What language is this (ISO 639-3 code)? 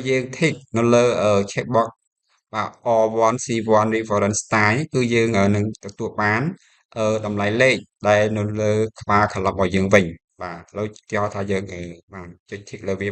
khm